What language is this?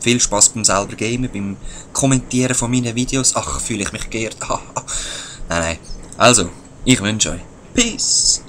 Swiss German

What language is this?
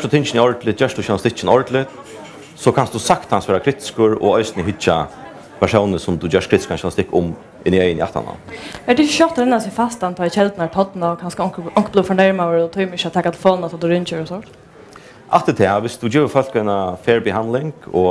Faroese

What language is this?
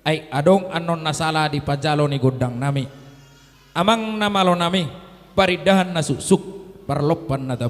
Batak Toba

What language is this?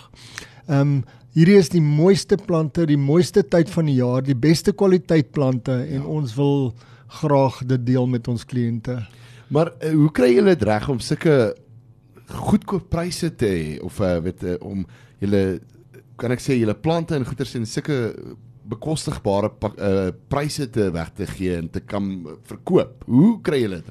Afrikaans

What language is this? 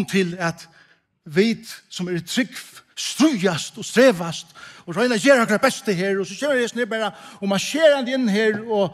Faroese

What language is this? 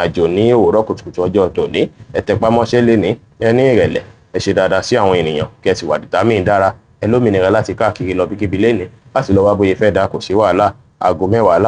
Yoruba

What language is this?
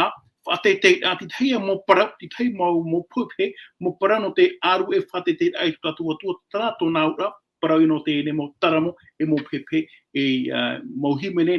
Tahitian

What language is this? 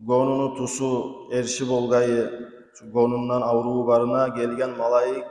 Kumyk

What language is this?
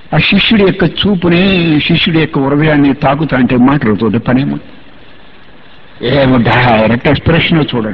Telugu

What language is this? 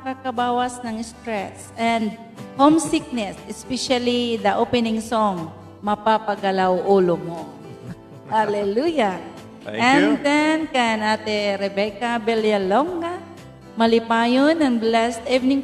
Waray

